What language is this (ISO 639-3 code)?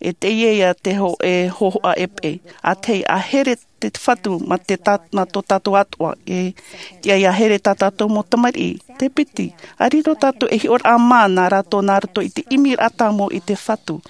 tah